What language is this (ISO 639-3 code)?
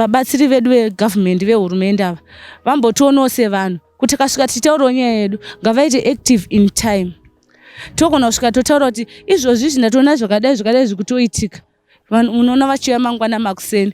sna